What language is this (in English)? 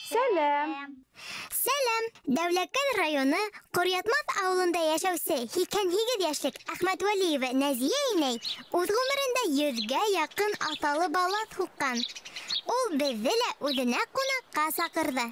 Bashkir